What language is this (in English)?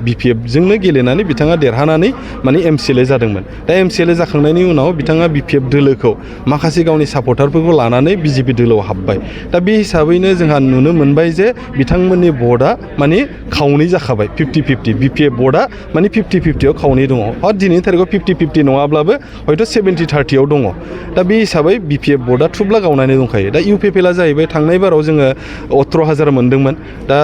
Bodo